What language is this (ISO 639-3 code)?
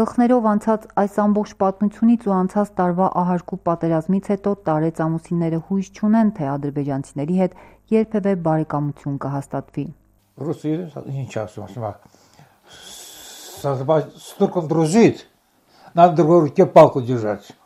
hye